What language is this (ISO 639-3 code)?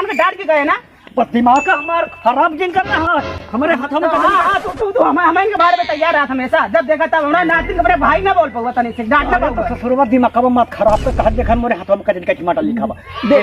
awa